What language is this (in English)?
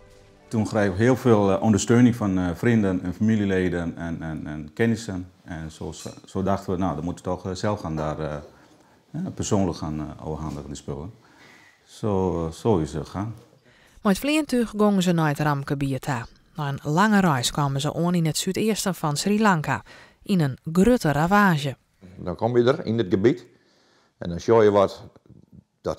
Western Frisian